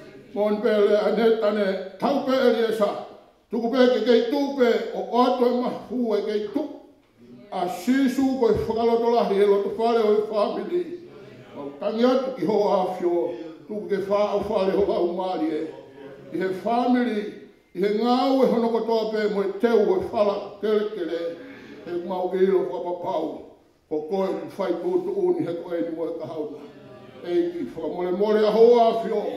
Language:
Tongan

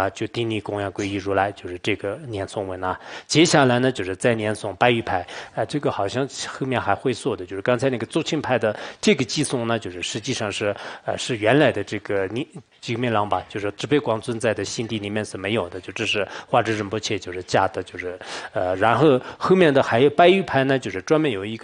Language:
Chinese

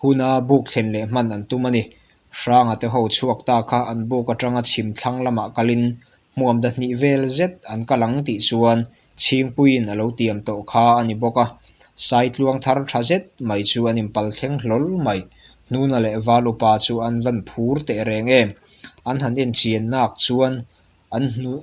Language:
Mizo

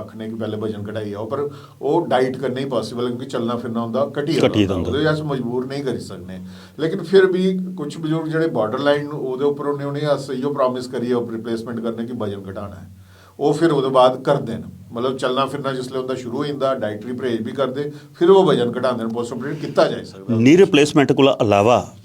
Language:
Dogri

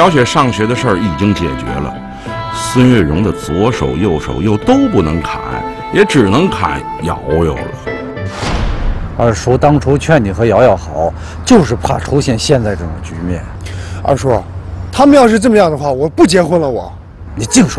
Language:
Chinese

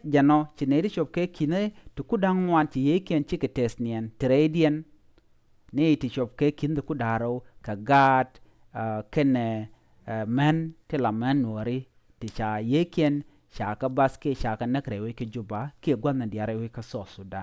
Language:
Nuer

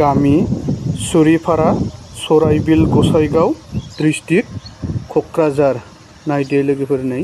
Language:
Bodo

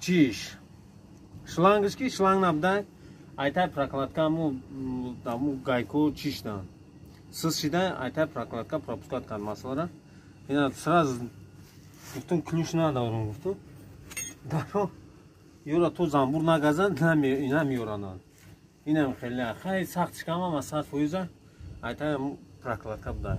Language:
Tajik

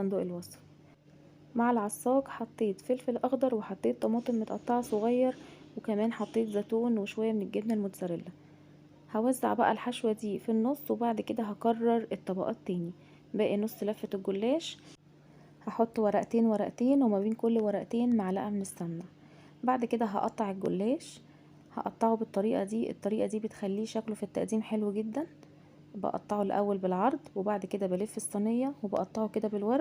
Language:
Egyptian Arabic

